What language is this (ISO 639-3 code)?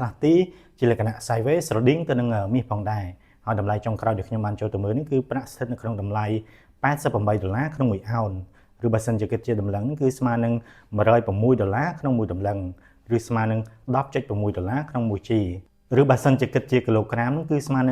khm